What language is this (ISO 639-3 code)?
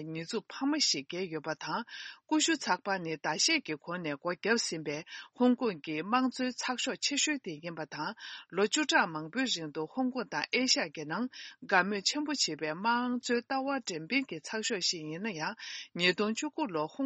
bod